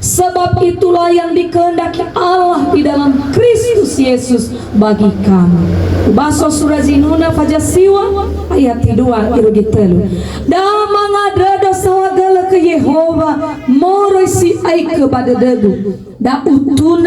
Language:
Nias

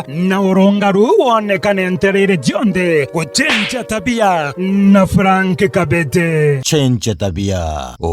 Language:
Meru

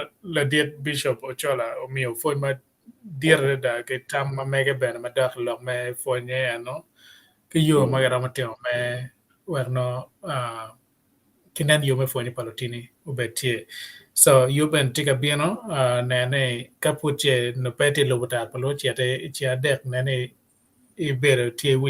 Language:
Acoli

